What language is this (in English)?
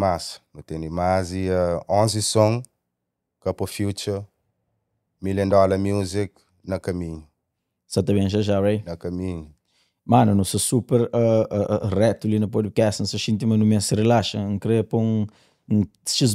Kabuverdianu